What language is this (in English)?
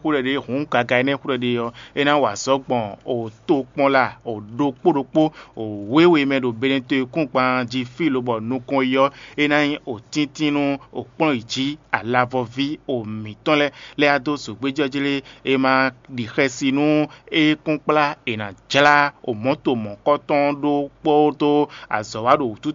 Fon